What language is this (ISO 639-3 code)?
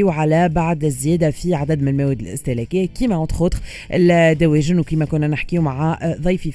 aeb